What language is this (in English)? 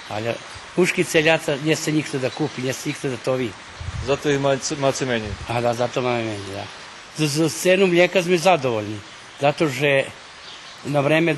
Rusyn